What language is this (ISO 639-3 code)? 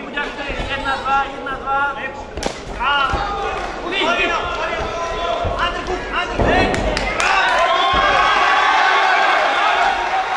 hrv